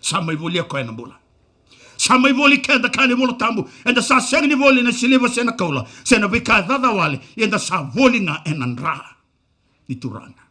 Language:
Fijian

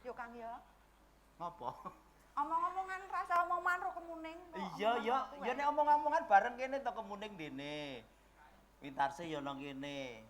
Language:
Javanese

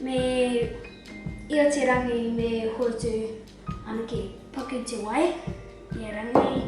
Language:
Māori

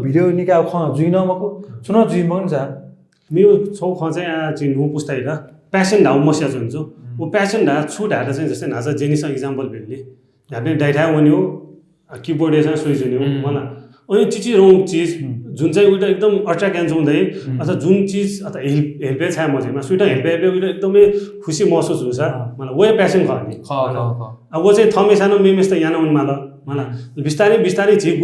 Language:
Newari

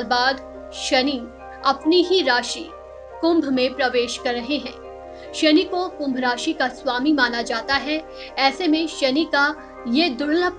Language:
Hindi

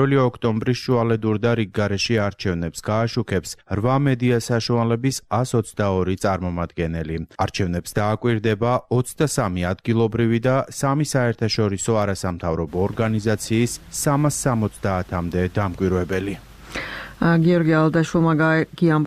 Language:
Georgian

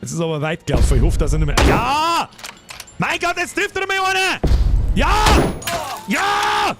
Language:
Bavarian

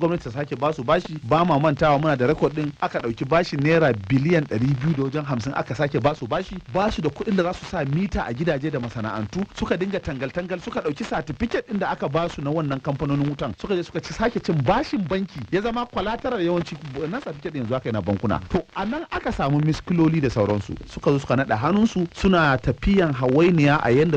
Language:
Hausa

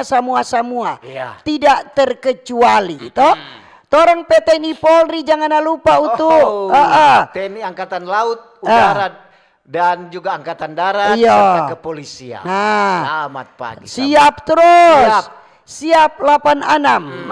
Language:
Manado Malay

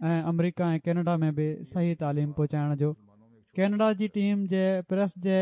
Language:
Sindhi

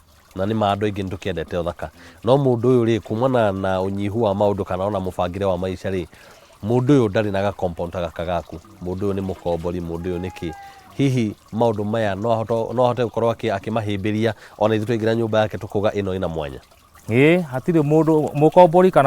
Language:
Kikuyu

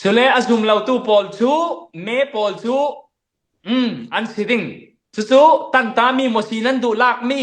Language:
Falam Chin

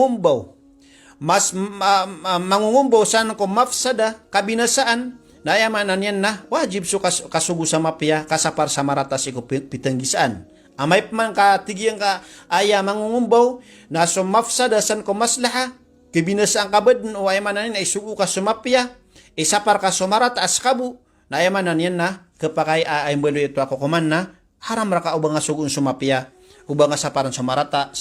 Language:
Maranao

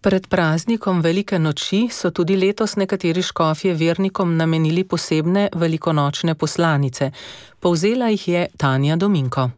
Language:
Slovenian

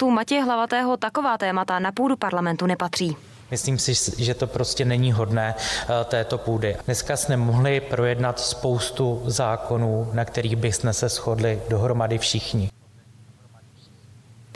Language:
Czech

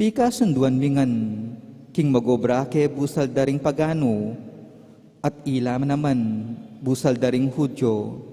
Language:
Pampanga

